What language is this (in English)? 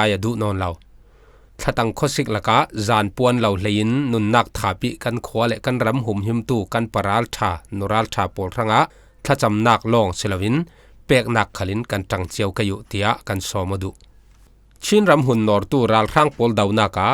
Falam Chin